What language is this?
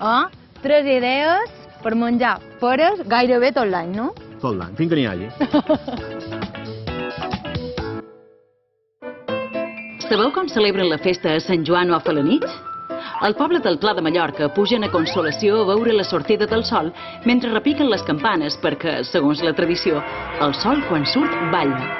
Catalan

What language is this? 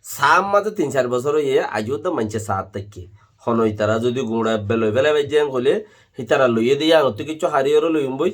Rohingya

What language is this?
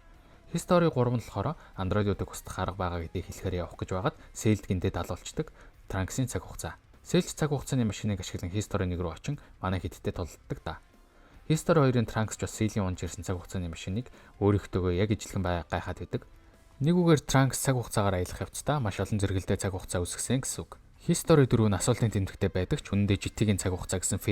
Mongolian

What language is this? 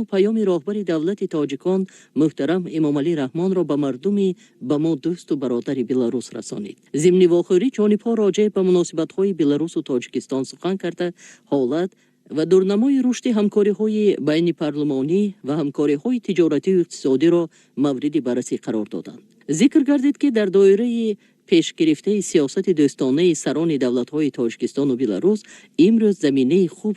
Tajik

